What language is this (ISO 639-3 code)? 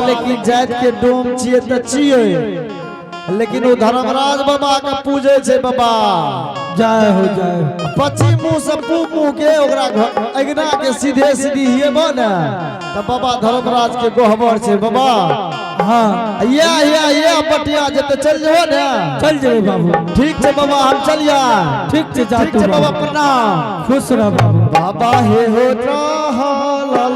anp